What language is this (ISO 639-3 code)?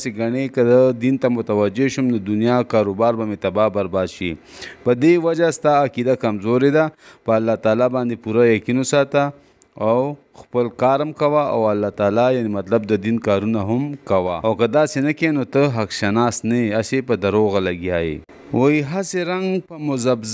pus